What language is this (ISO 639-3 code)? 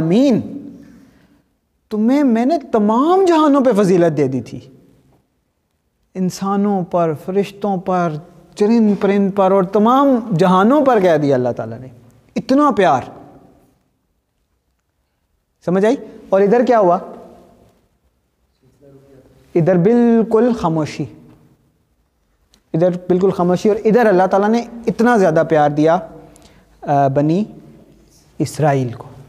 urd